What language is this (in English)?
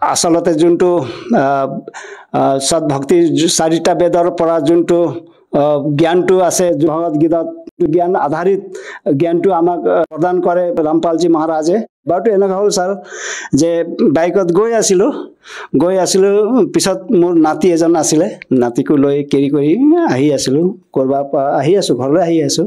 Assamese